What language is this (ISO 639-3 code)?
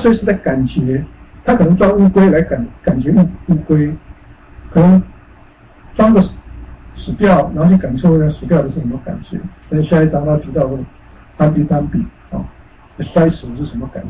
zho